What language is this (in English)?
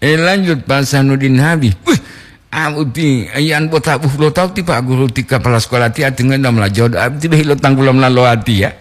Gorontalo